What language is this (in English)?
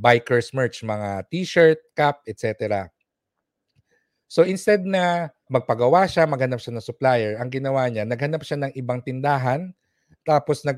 Filipino